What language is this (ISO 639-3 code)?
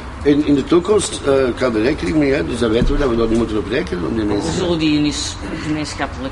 nld